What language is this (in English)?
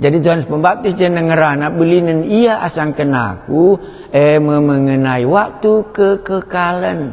Batak Karo